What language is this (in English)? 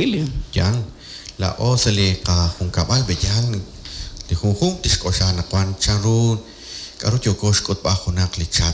Kekchí